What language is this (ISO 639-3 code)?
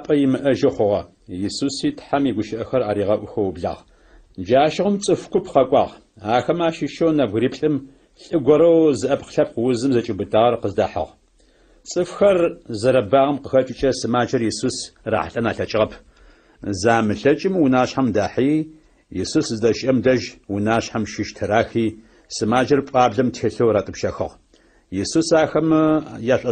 ady